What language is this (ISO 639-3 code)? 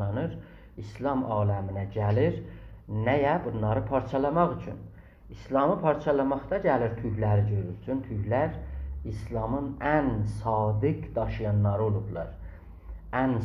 azb